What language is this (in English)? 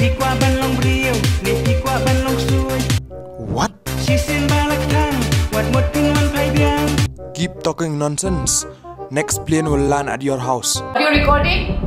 Khasi